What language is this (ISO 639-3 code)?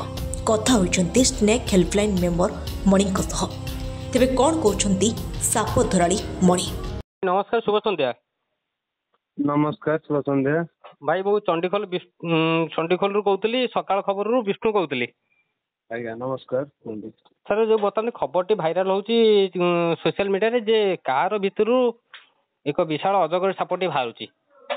ori